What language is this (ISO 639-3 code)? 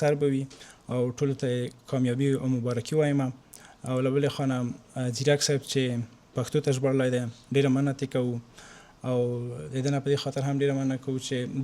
pus